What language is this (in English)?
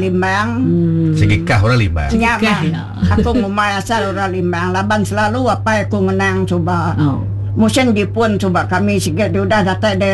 Iban